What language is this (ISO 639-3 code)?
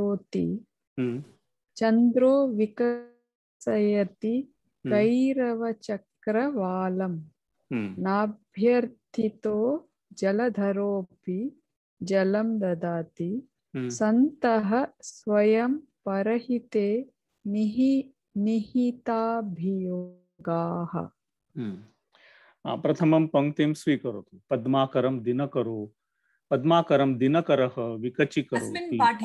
san